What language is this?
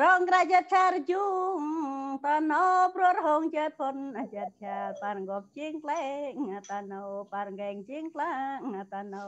Central Mnong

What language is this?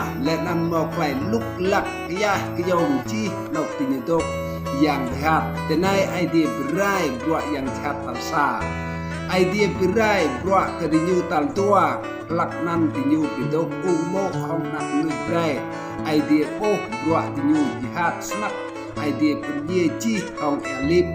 Rade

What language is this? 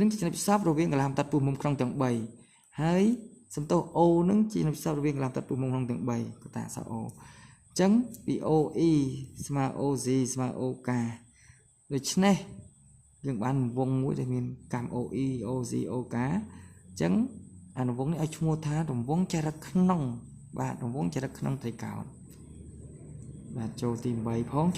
Khmer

